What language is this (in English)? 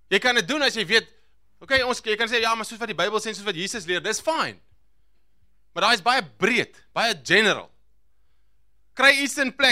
Afrikaans